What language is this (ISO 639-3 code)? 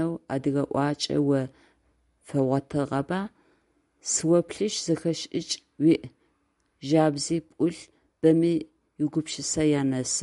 ady